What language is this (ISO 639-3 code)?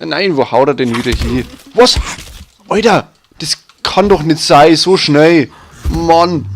bar